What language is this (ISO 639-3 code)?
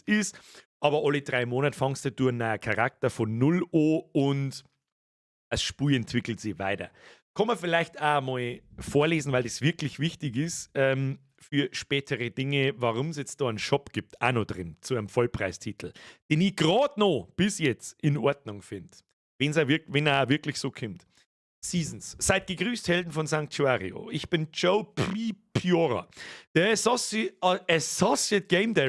bar